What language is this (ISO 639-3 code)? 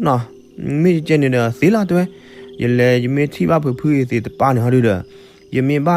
ksw